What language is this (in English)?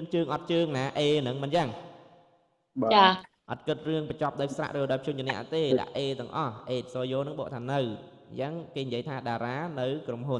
Khmer